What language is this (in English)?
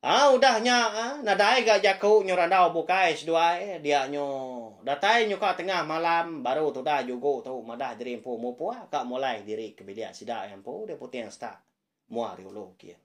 Iban